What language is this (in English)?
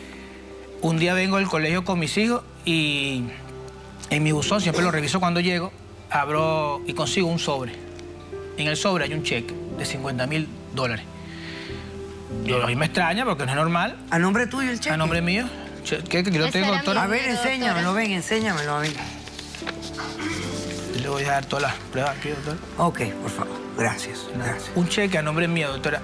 Spanish